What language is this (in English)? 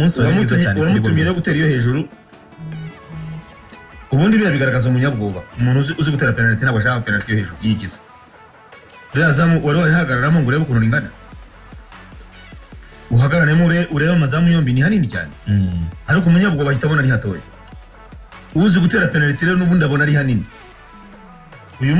Kinyarwanda